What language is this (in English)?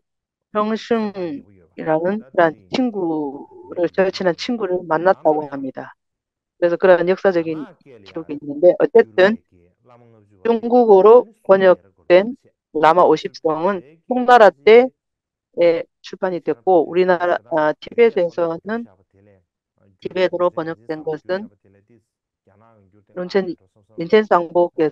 Korean